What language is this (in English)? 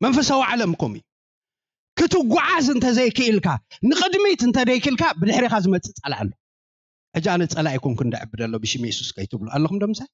Tigrinya